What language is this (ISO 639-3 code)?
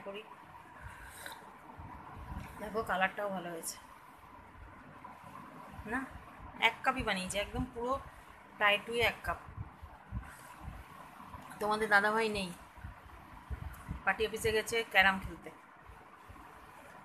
ben